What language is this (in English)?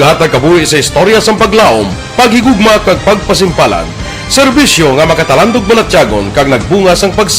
Hiligaynon